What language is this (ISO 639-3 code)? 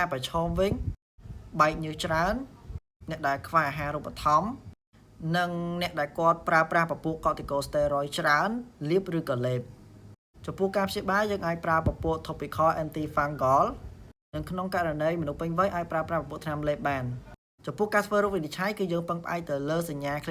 khm